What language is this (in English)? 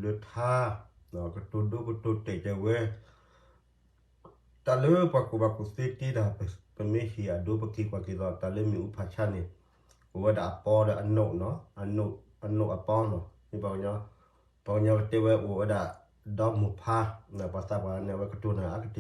S'gaw Karen